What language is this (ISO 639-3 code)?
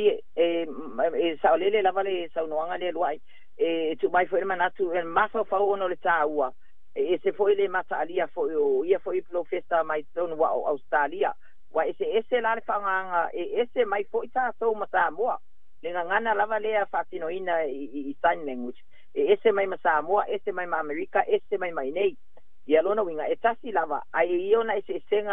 smo